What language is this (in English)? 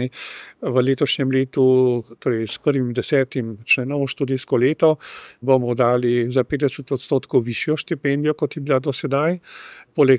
Slovenian